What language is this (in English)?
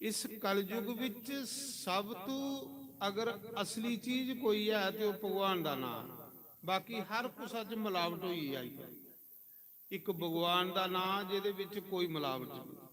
Dogri